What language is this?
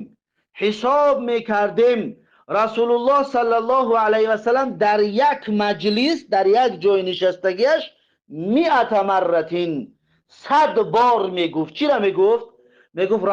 Tajik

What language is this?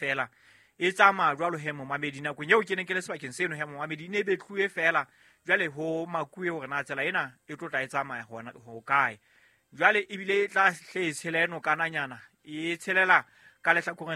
Southern Sotho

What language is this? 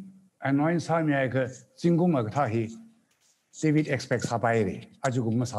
Tangkhul Naga (India)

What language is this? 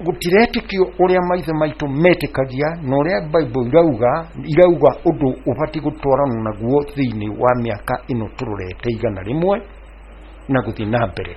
Kikuyu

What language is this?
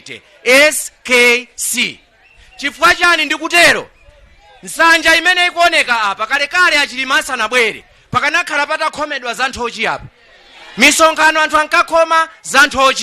Nyanja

